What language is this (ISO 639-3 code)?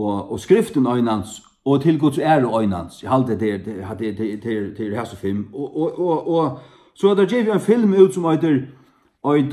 fao